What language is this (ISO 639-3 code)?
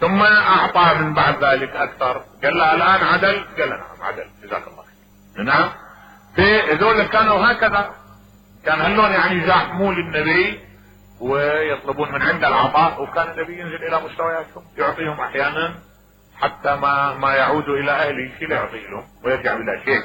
acm